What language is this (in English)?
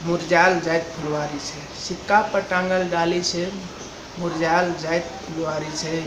Maithili